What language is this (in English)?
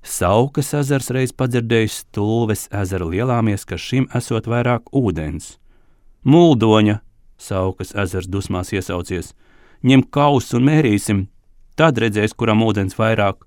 Latvian